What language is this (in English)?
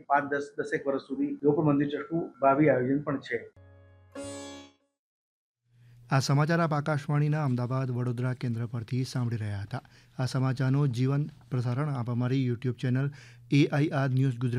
Gujarati